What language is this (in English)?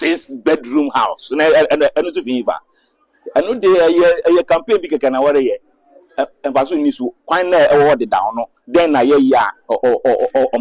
Akan